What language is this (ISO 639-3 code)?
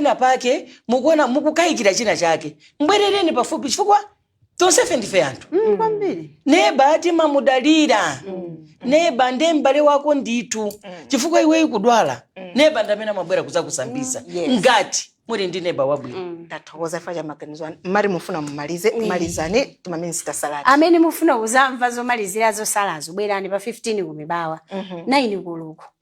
nya